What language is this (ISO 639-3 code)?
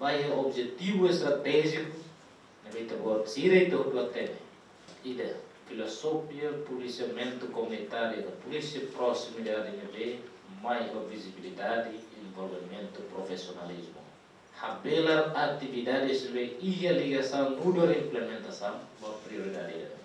tet